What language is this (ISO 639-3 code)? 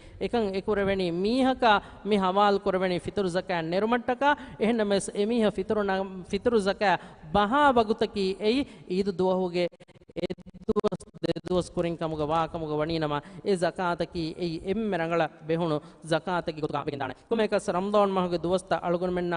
div